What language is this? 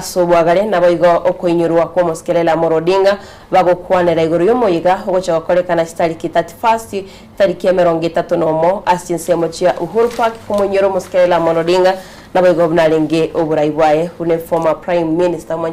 Gusii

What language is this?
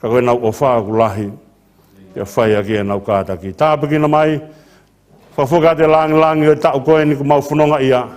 Tongan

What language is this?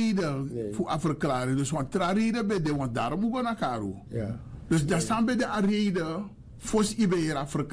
Sranan Tongo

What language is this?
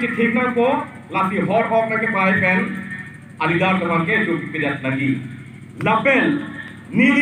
Karbi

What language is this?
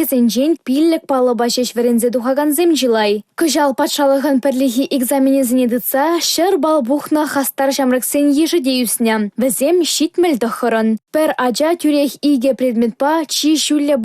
Chuvash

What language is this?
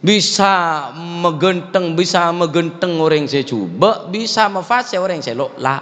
Madurese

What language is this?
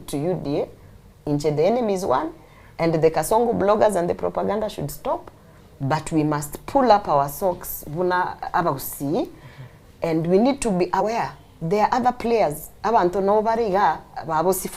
Gusii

